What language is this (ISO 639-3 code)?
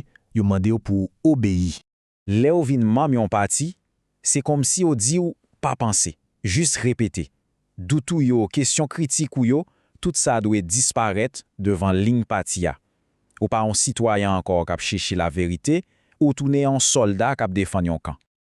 hat